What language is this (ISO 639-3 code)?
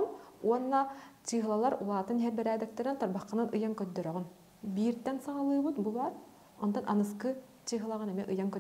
sah